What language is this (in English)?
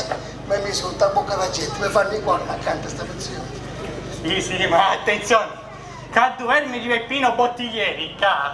Sicilian